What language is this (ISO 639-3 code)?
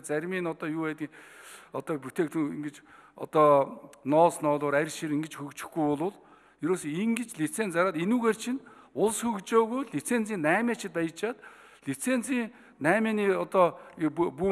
mon